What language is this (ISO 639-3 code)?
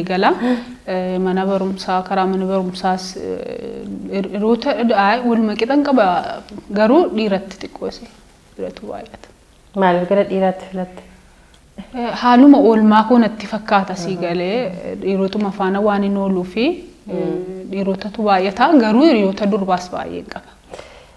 orm